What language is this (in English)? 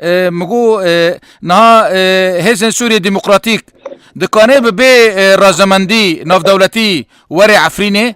Kurdish